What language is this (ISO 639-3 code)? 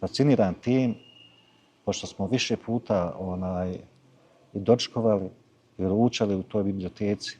bos